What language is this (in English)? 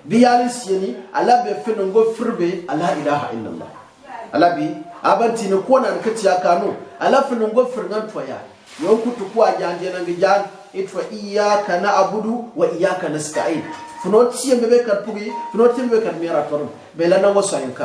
Gourmanchéma